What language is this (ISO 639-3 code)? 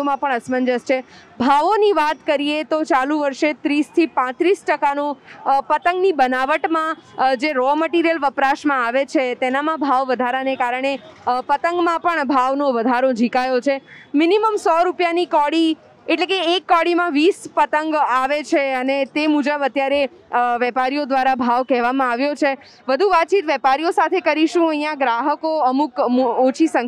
guj